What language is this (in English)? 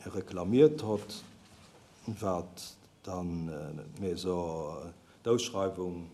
Luxembourgish